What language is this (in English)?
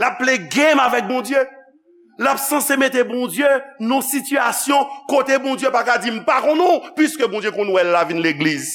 Haitian Creole